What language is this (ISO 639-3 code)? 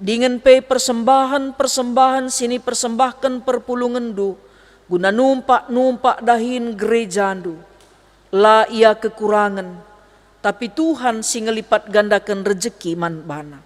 btx